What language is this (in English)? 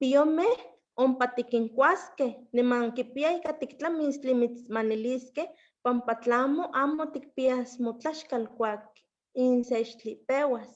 Eastern Huasteca Nahuatl